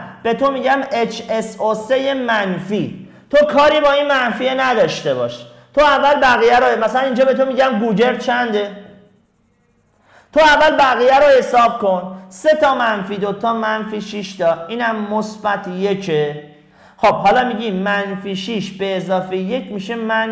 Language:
Persian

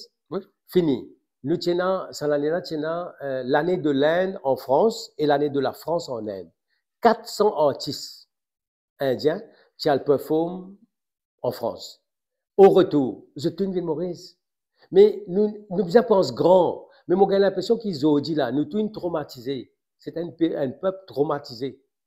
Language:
Morisyen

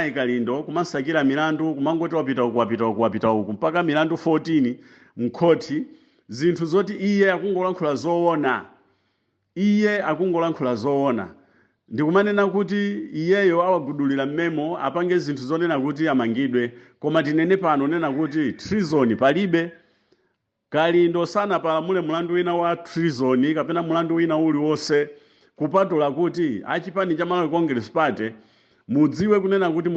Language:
Nyanja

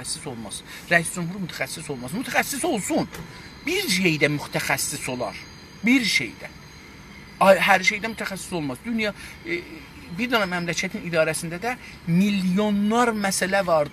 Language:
South Azerbaijani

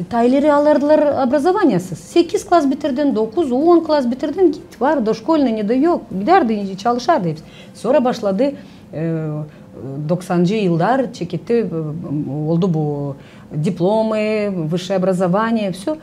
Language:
Gagauz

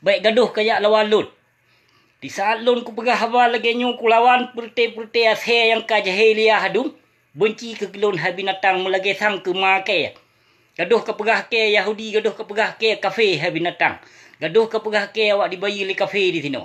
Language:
Achinese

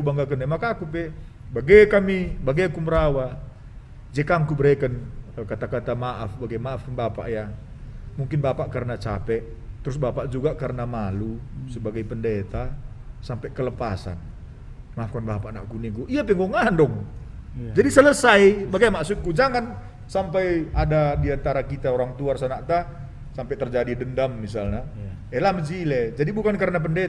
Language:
Batak Karo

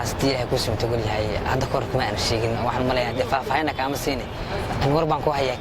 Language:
Somali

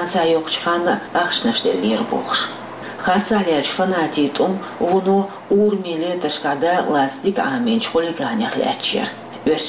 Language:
Chechen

